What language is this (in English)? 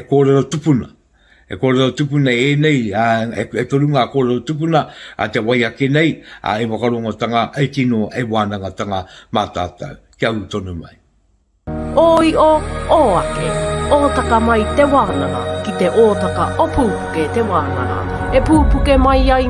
Māori